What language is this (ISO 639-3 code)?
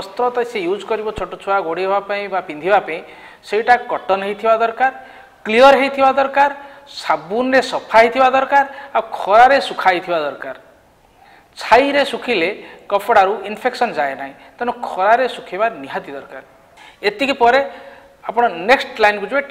ori